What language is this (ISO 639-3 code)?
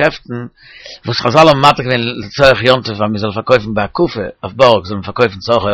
yid